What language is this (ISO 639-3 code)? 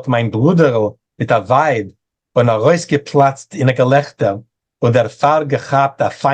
yid